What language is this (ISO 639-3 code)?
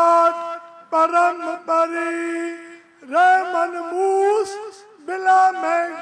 pan